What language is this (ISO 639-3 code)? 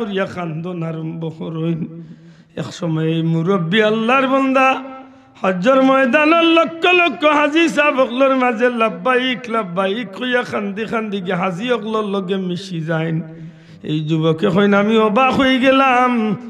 syl